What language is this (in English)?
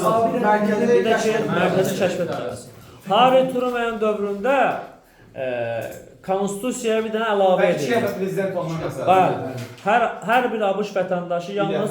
Azerbaijani